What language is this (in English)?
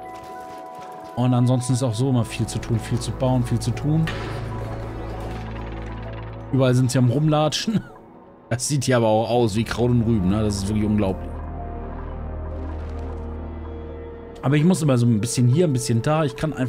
German